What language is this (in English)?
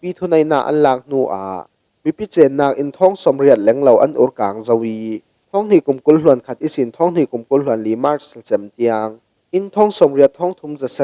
Falam Chin